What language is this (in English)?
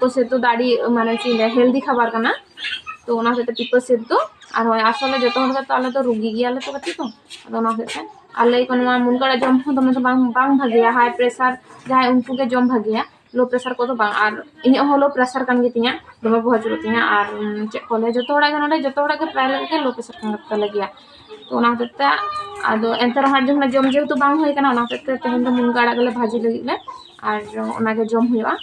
Santali